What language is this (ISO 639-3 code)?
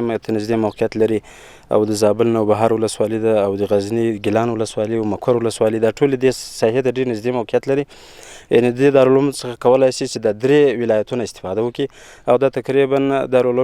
pus